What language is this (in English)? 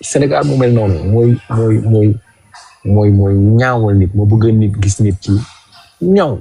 Wolof